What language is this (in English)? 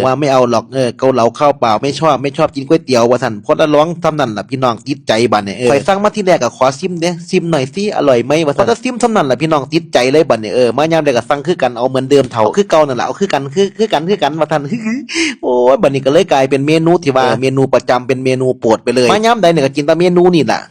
Northeastern Thai